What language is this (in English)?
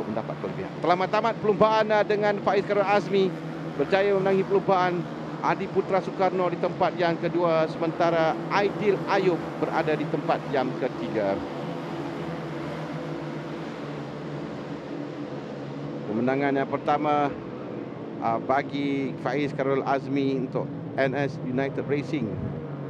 Malay